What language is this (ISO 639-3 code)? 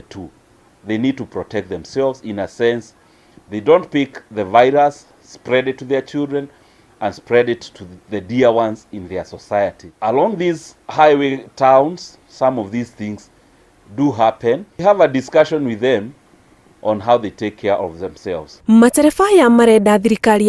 kik